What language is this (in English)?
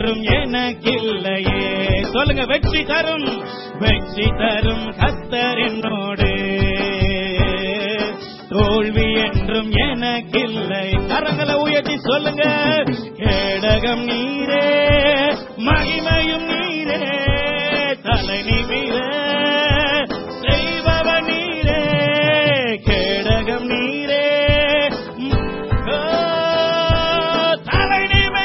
Tamil